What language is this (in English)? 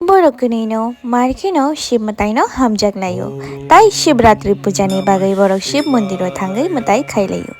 Kok Borok